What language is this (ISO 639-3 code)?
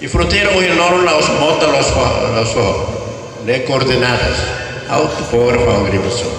tet